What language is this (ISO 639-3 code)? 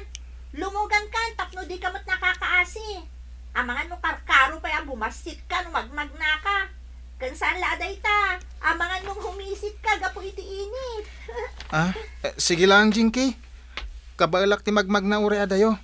ilo